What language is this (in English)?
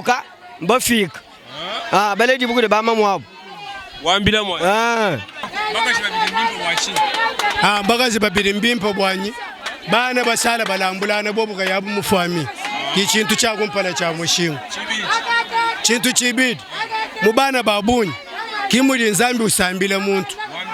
Luba-Lulua